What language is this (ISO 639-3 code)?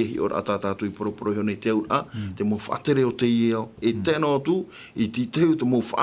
tah